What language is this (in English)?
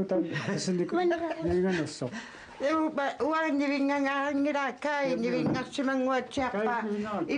Kalaallisut